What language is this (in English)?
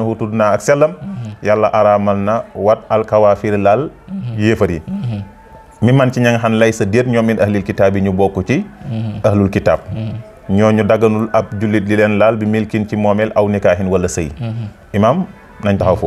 Wolof